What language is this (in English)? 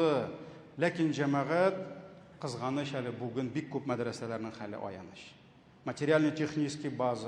Tatar